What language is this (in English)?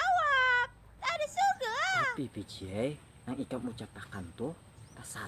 Banjar